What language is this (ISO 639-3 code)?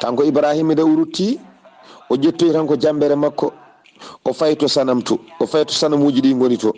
ful